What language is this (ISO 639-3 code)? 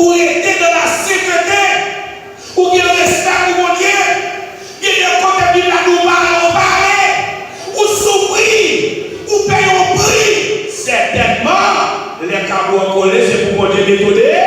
hat